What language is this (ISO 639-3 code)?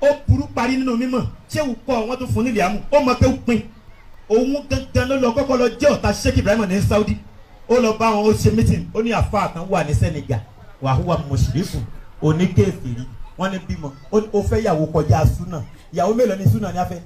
yor